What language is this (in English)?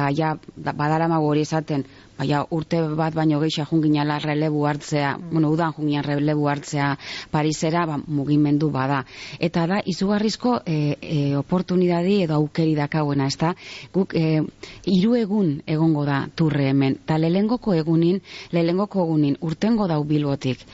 Basque